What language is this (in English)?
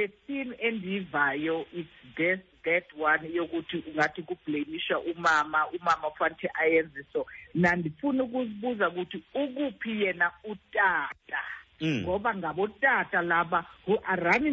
Xhosa